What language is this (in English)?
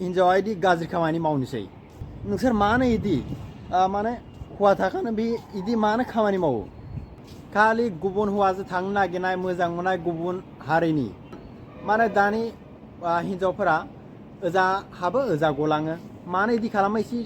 Bodo